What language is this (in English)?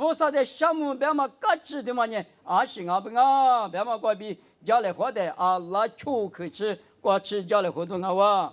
Lisu